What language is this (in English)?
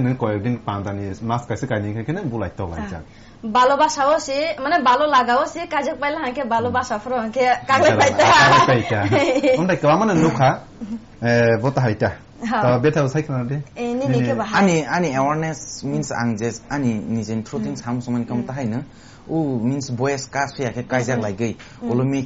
Kok Borok